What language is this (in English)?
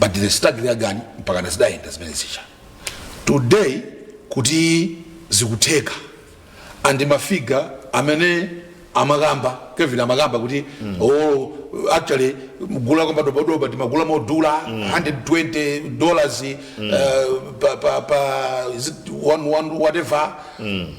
Nyanja